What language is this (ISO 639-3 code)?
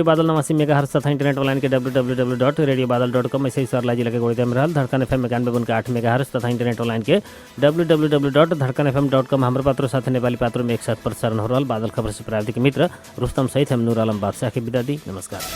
bho